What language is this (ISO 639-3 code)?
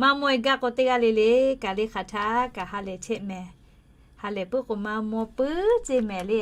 lhu